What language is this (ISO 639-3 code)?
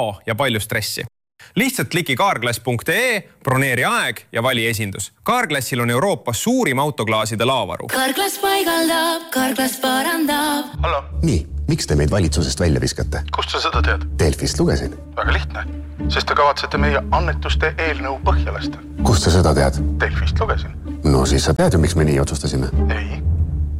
est